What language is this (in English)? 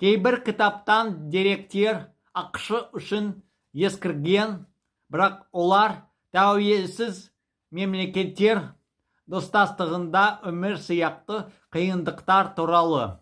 Kazakh